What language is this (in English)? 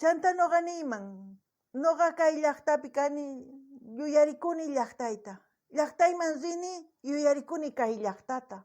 South Bolivian Quechua